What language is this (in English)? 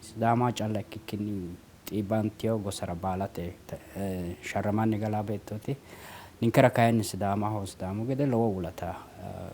Sidamo